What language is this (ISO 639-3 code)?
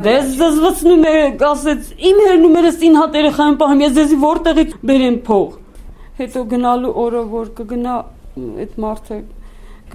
hye